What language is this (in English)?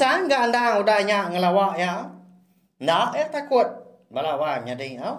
Iban